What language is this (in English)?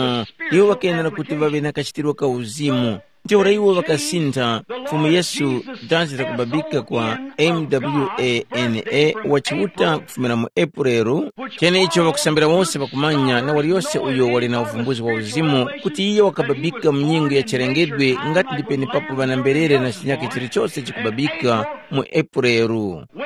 Tumbuka